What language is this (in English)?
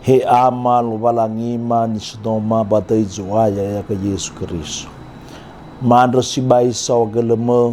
Nias